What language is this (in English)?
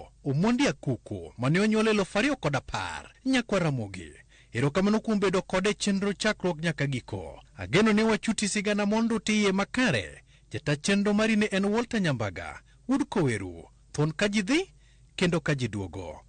Luo (Kenya and Tanzania)